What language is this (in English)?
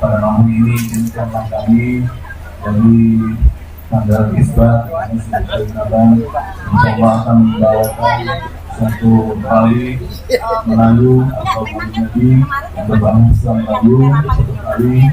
Betawi